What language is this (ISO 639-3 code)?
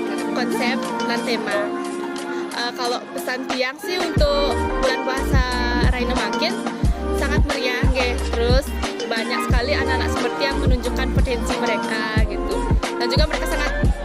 ban